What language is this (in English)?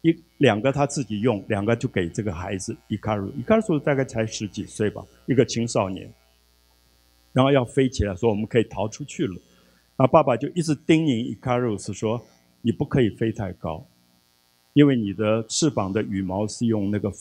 Chinese